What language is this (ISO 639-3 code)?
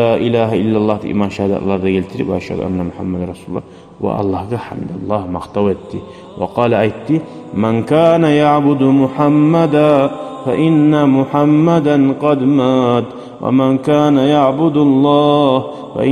kum